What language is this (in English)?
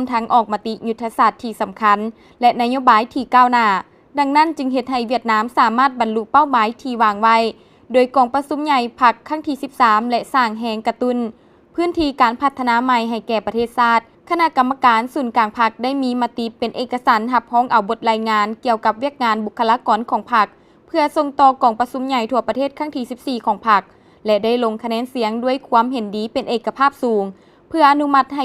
Lao